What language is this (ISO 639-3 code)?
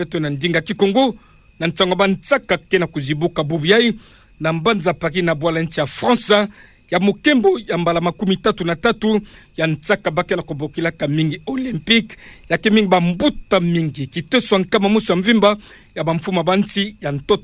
ktu